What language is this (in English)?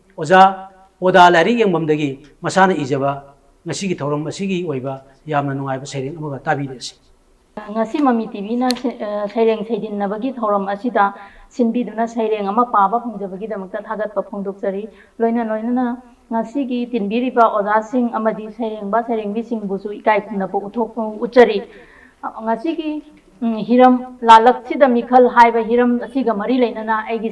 Manipuri